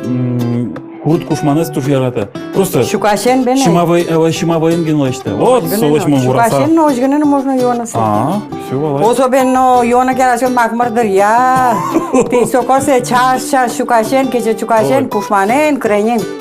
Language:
Udmurt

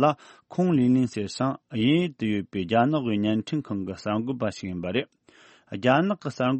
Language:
Tibetan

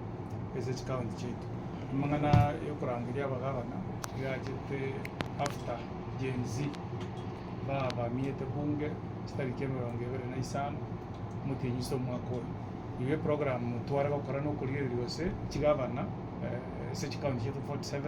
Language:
Gusii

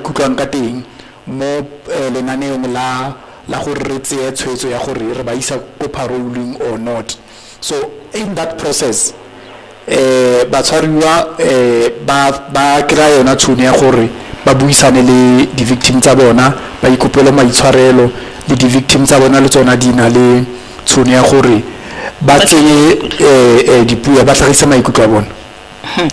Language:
Tswana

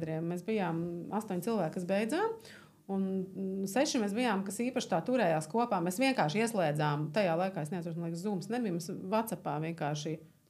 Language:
Latvian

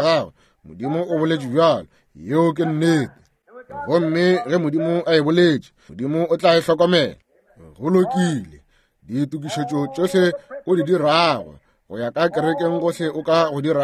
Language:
Northern Sotho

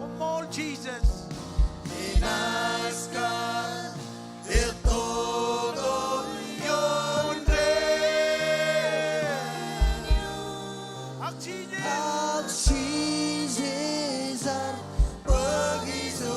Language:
Marshallese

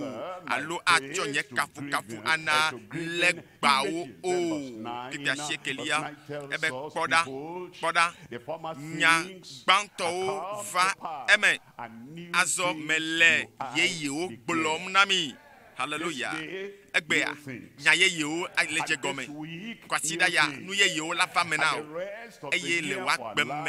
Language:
Ewe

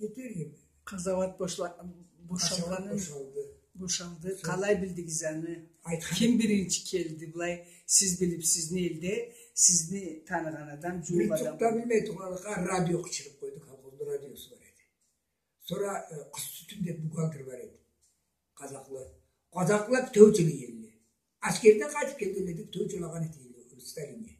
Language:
Karachay-Balkar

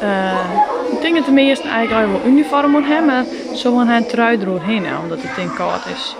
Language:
Western Frisian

